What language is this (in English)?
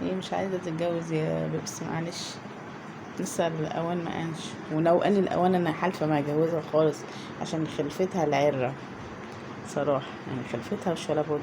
Egyptian Arabic